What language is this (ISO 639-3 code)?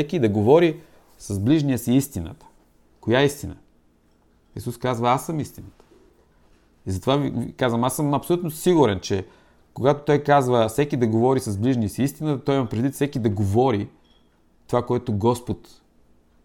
bul